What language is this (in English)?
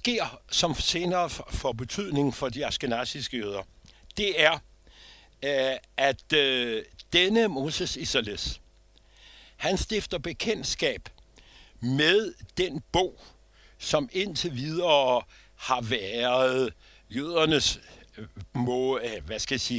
Danish